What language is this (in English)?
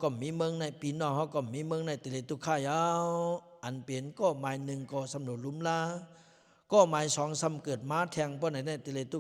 Lao